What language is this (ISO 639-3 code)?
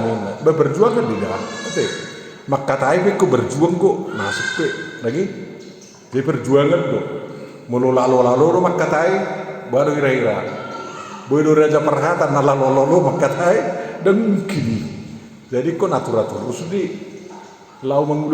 bbc